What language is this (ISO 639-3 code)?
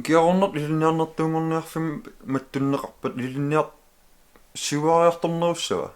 kal